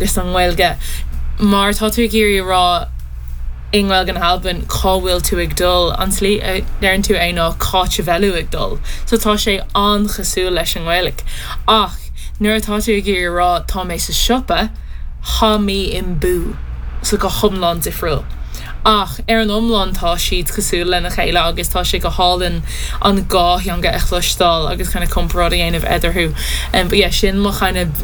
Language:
Irish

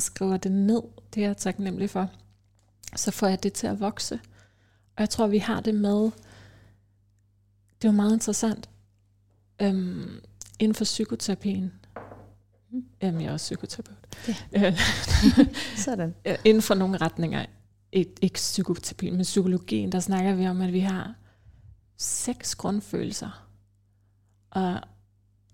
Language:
Danish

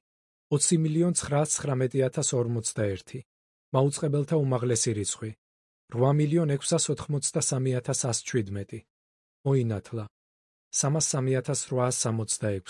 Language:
Georgian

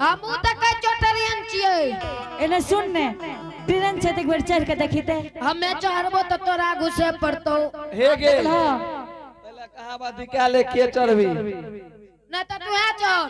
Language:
Angika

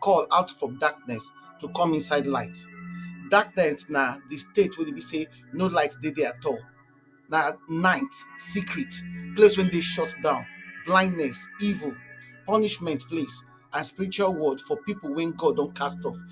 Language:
Nigerian Pidgin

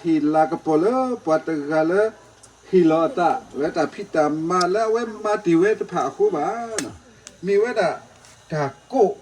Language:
S'gaw Karen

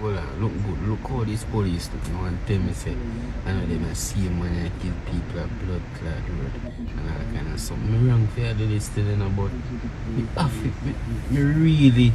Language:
Jamaican Creole English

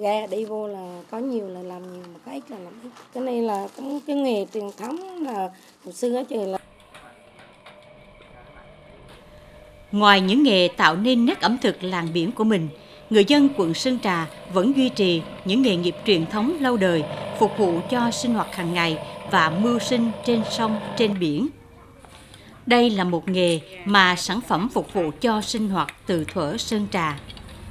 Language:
Vietnamese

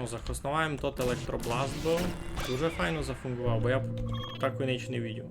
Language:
Rusyn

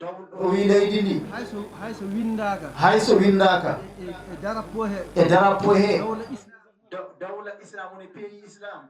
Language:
Fula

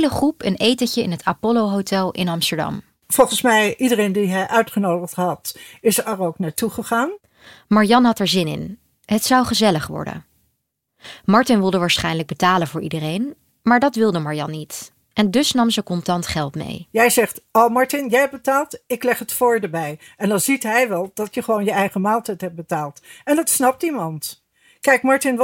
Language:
Dutch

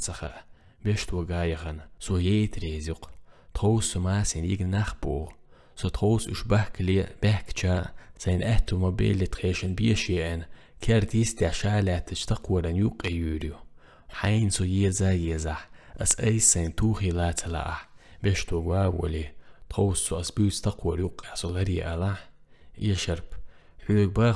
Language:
Chechen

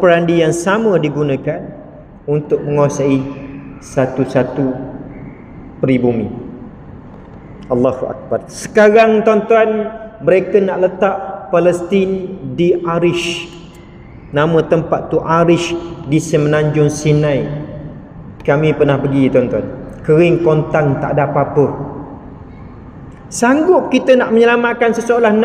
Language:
Malay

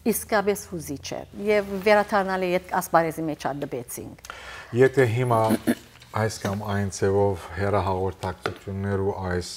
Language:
Western Armenian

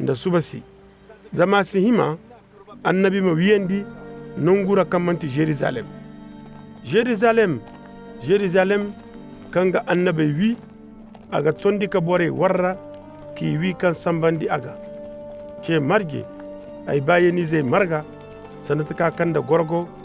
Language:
Koyraboro Senni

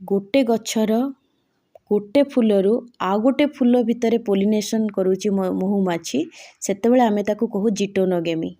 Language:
Odia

